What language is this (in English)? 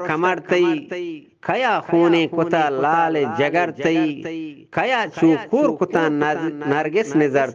Eastern Balochi